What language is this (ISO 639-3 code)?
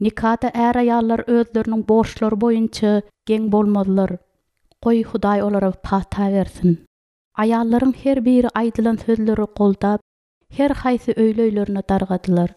tuk